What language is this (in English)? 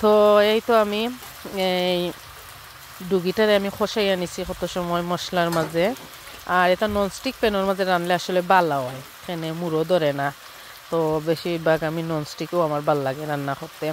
Sylheti